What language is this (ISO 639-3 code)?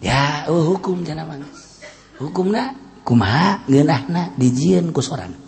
sun